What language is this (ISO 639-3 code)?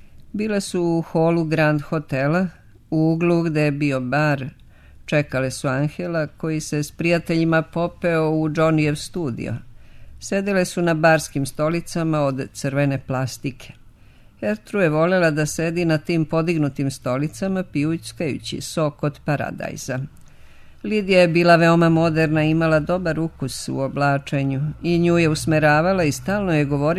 srp